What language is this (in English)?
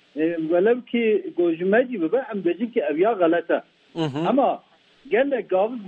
Kurdish